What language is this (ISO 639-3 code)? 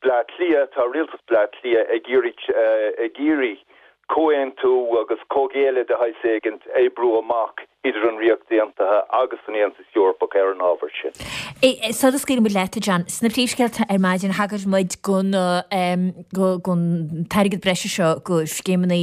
gle